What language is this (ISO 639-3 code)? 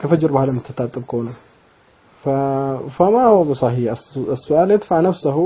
amh